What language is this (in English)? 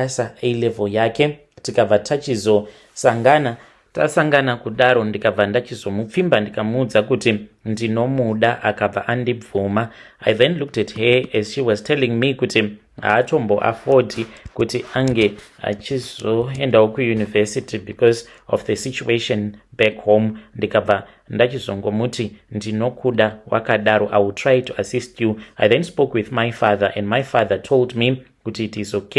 Shona